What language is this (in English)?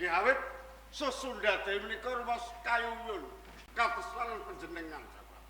Javanese